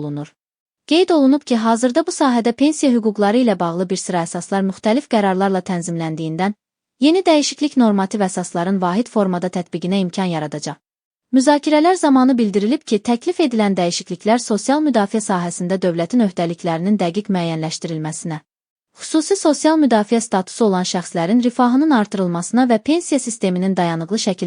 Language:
Azerbaijani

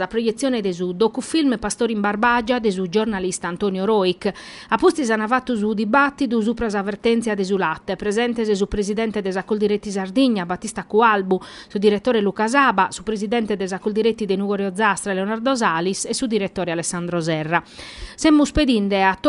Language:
Sardinian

